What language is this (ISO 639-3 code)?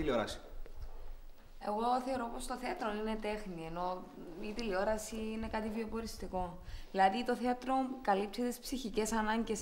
ell